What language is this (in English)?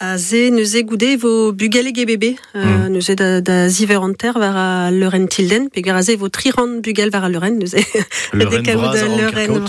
Breton